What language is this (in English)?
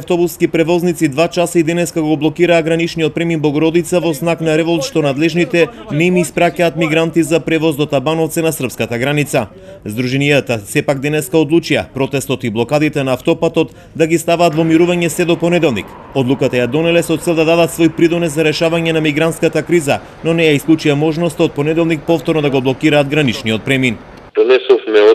Macedonian